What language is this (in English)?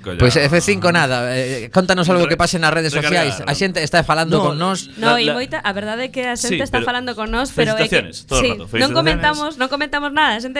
Galician